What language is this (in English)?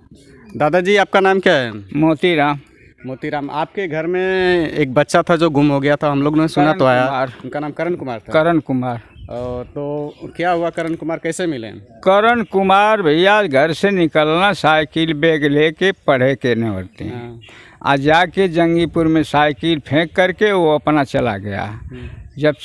Bhojpuri